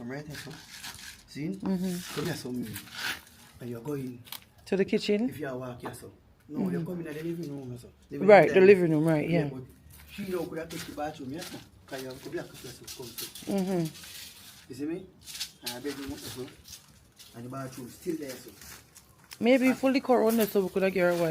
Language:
Jamaican Creole English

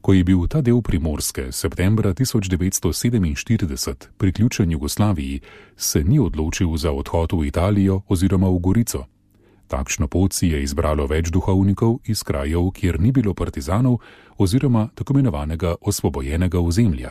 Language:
Slovenian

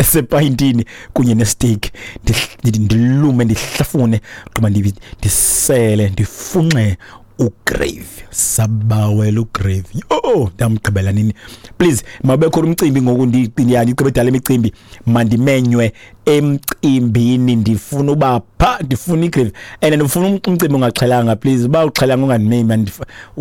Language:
Xhosa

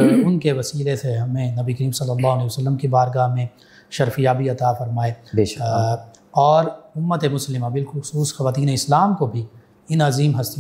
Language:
Urdu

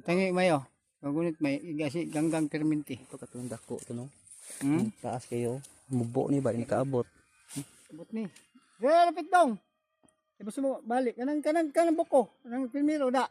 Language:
Cebuano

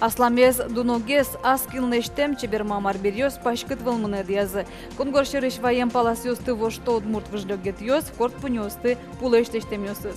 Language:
Udmurt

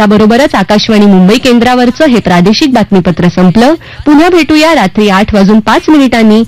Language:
Marathi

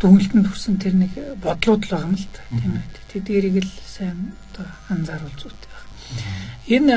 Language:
Mongolian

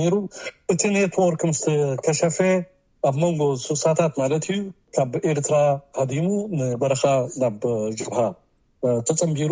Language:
Tigrinya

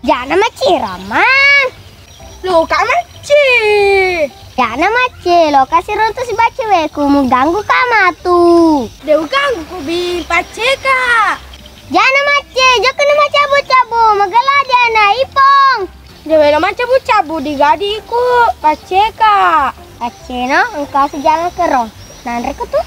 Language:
Buginese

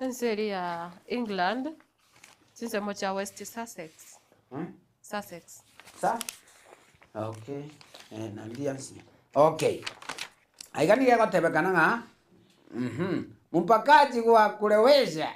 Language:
Gusii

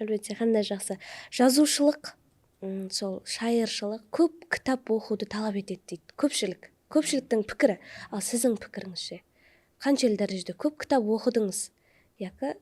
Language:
Kara-Kalpak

